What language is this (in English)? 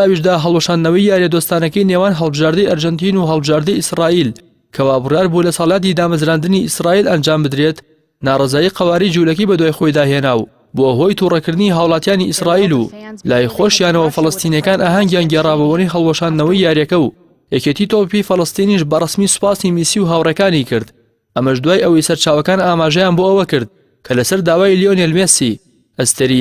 Central Kurdish